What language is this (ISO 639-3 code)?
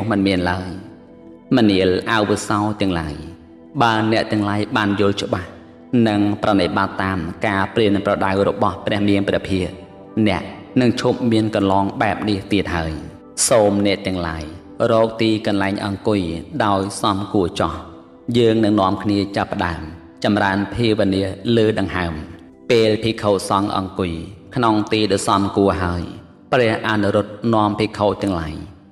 khm